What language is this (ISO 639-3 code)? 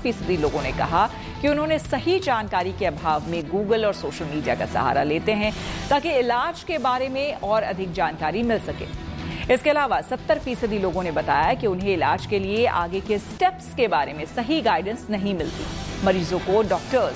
hin